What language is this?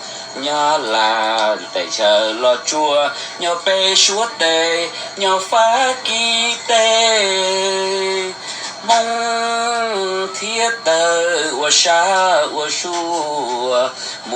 Hmong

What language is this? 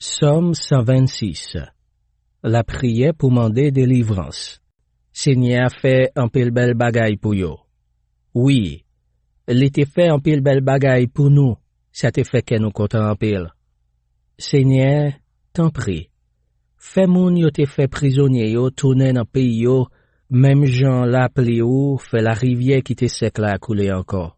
Haitian Creole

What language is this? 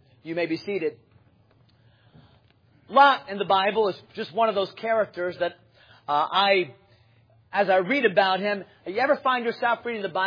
English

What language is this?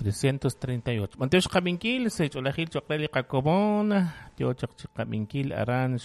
Kekchí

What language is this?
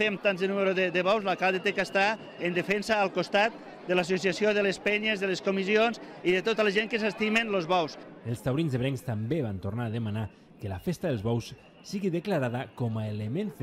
Catalan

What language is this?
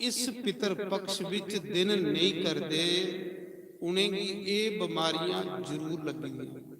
Dogri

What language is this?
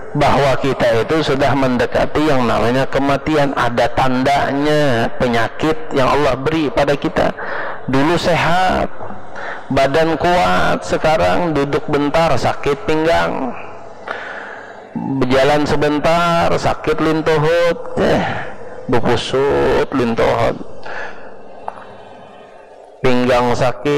Indonesian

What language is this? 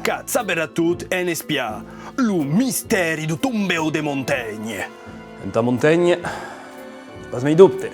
Occitan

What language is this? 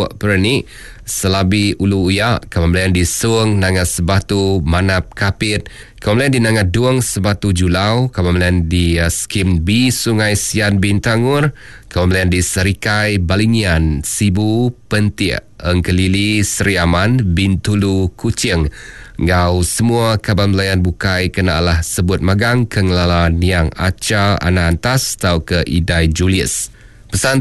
Iban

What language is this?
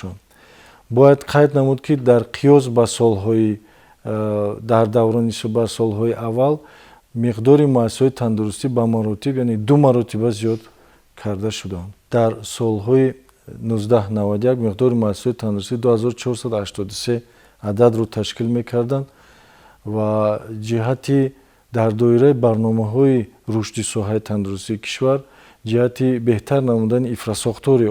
Tajik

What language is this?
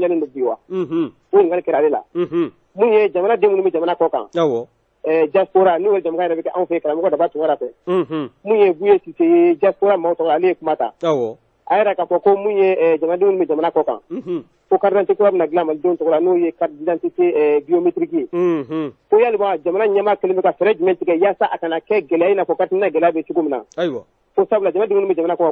Bambara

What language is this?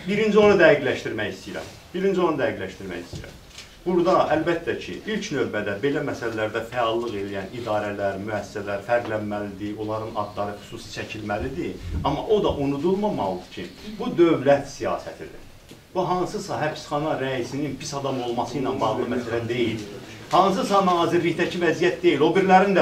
Azerbaijani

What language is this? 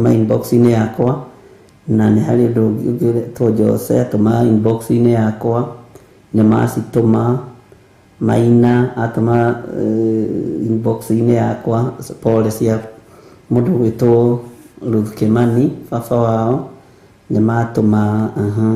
Kikuyu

